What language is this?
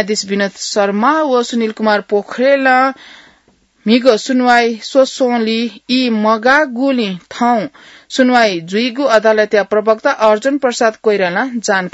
Newari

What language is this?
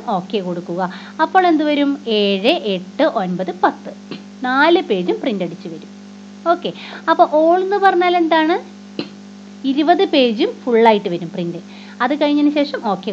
Malayalam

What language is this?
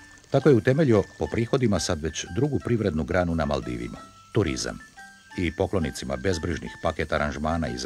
Croatian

